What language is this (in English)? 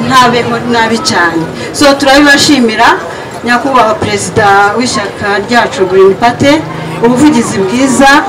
Kinyarwanda